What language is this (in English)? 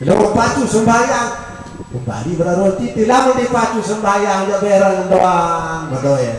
Sasak